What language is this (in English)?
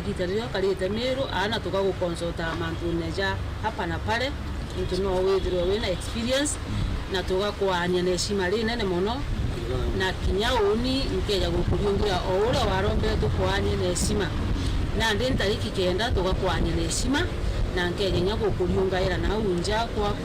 Meru